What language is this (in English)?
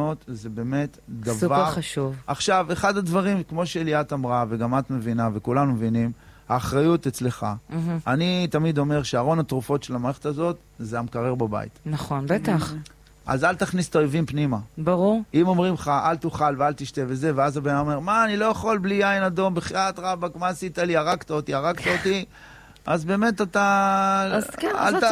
Hebrew